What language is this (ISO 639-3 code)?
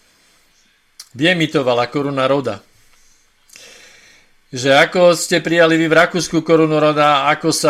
slk